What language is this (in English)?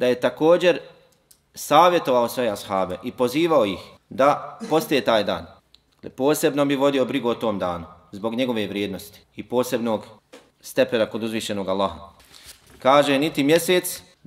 Bosnian